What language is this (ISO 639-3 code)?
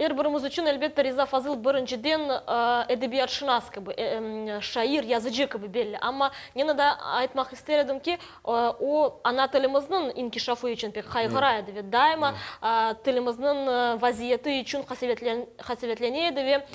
crh